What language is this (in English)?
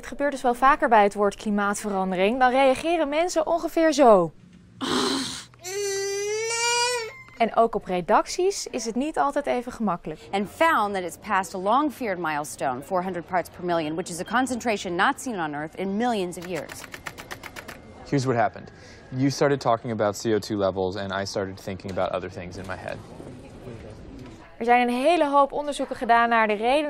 Dutch